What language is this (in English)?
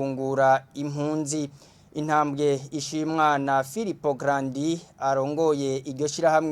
Rundi